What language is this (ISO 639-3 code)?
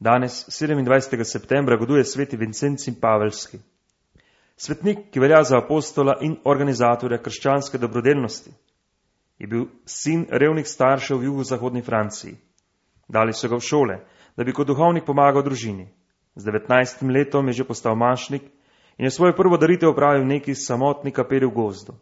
slv